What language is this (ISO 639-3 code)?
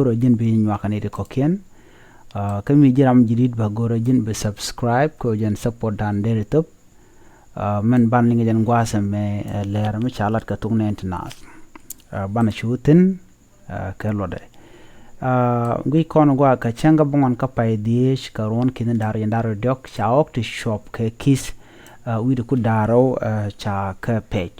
nus